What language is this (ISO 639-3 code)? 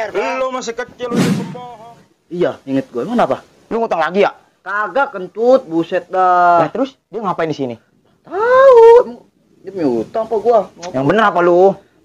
bew